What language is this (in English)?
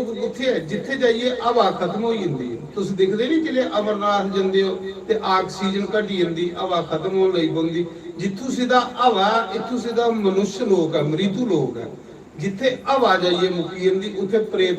Dogri